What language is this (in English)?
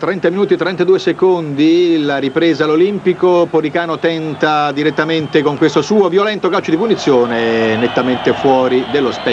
Italian